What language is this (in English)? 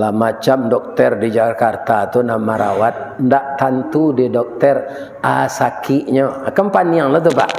Minangkabau